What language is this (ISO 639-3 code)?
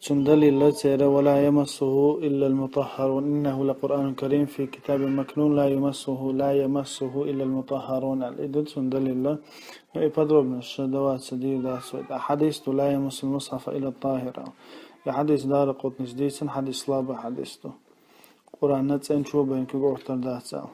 che